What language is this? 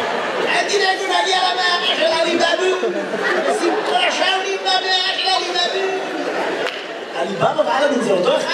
Hebrew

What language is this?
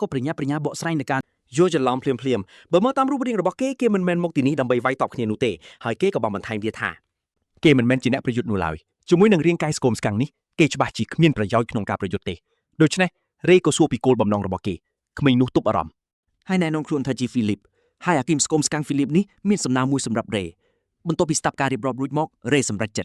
Khmer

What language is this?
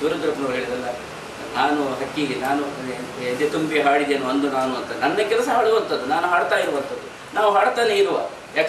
Kannada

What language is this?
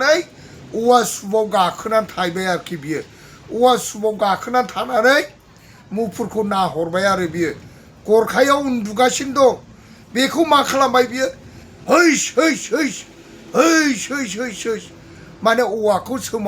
Bodo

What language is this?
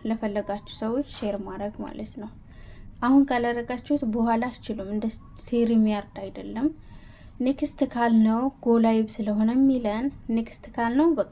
Amharic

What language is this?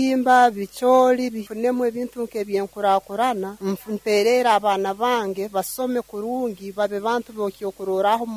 Nyoro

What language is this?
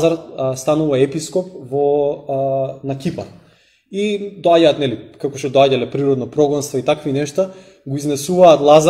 Macedonian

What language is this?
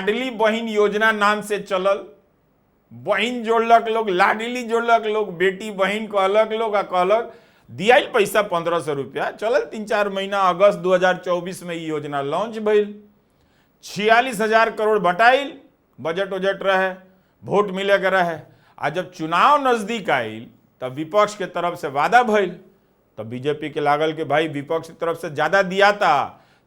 Bhojpuri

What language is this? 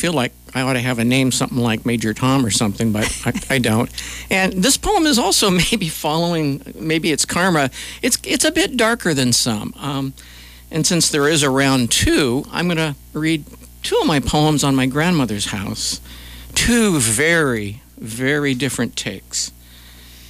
English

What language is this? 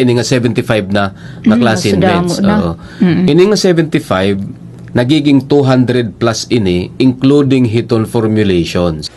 Waray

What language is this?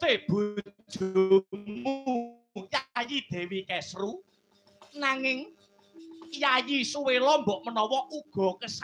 Javanese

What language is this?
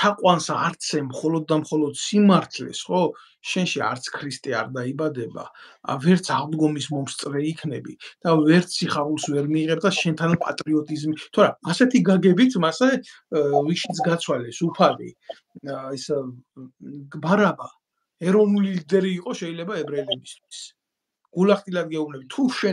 Georgian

